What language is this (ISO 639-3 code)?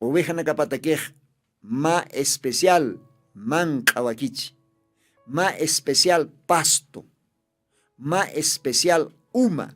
aym